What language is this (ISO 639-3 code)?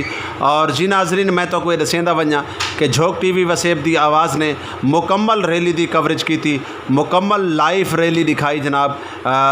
skr